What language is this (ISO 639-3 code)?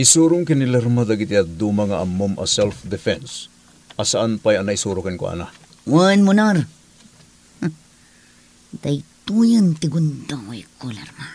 ilo